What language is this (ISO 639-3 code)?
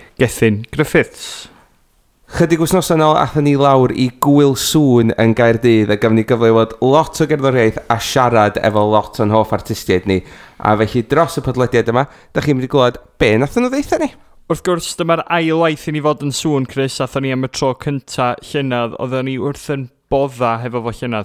cym